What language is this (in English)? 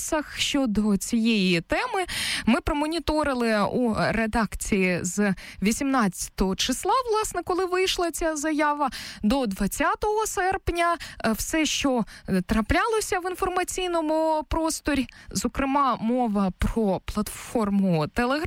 Ukrainian